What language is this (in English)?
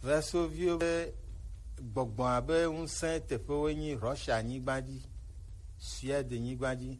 Gen